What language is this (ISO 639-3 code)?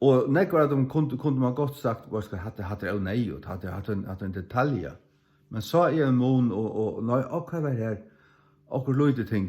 fao